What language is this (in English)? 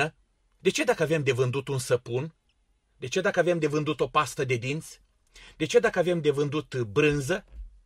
Romanian